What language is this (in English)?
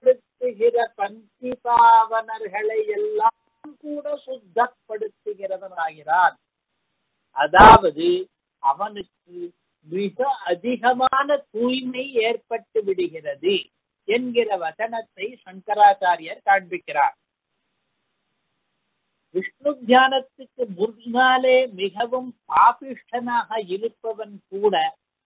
Tamil